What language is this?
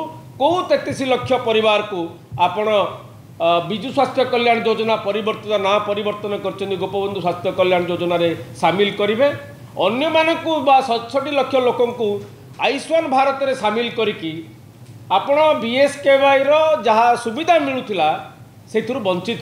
Odia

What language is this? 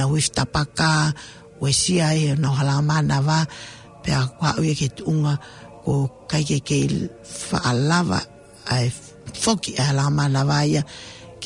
Tongan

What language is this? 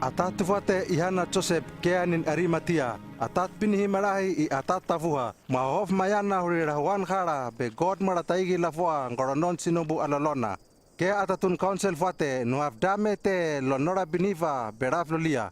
Hano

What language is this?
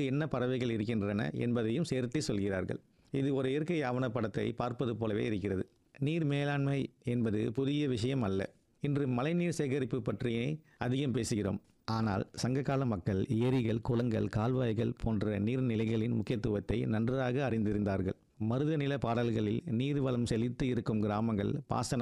Tamil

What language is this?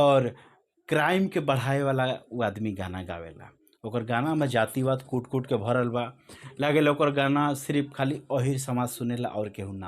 Bhojpuri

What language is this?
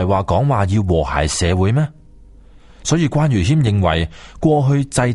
Cantonese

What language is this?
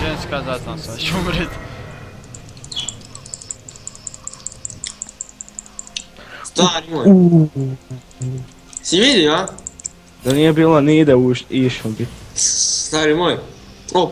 Croatian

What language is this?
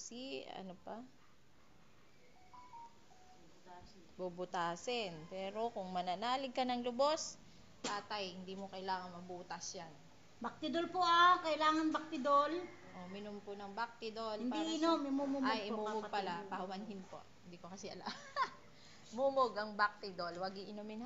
Filipino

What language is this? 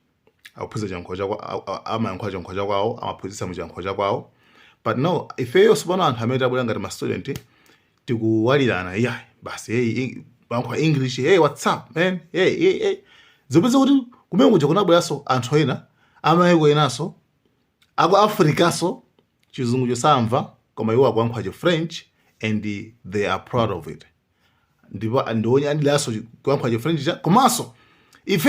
Nyanja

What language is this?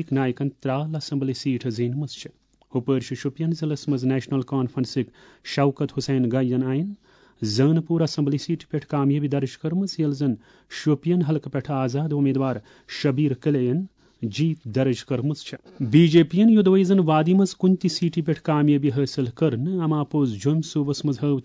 Kashmiri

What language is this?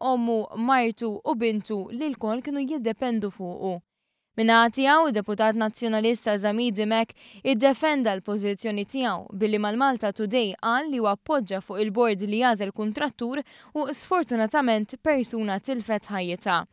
Maltese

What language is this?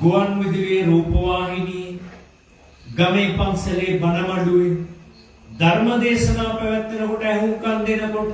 Sinhala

